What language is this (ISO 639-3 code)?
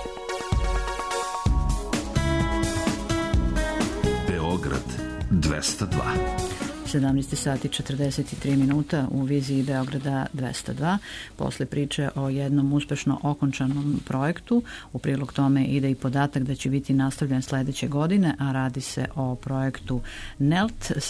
srp